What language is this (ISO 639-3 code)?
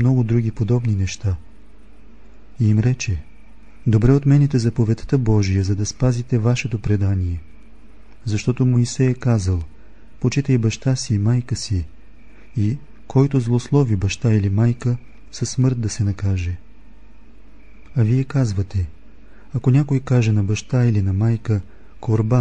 bul